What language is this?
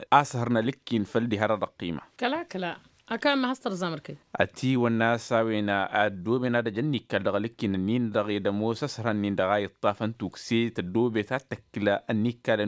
Tamasheq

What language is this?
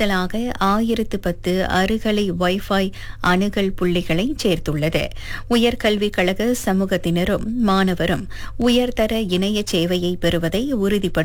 Tamil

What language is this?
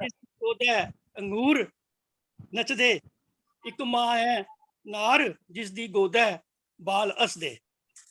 Dogri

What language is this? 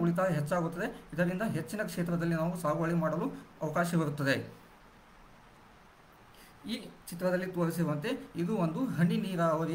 Kannada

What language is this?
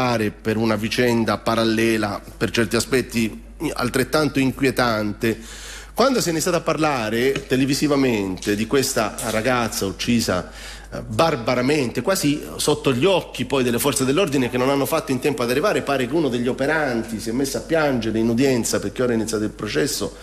Italian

